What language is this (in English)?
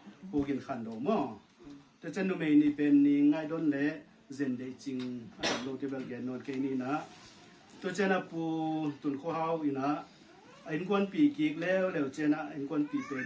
Tedim Chin